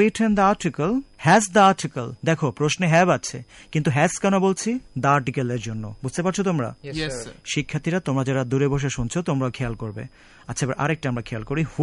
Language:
Bangla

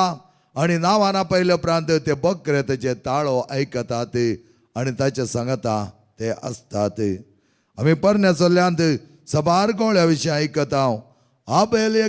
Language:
Konkani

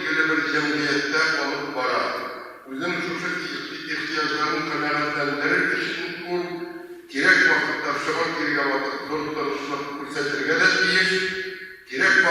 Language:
Tatar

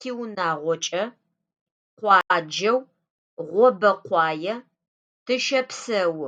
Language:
Adyghe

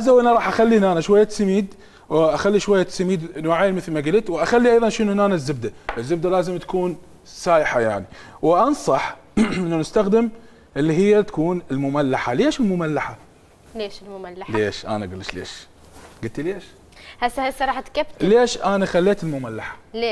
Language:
Mesopotamian Arabic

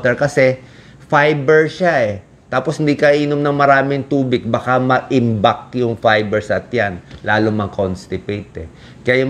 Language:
Filipino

